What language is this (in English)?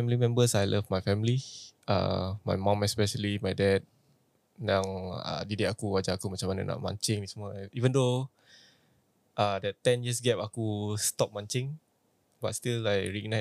Malay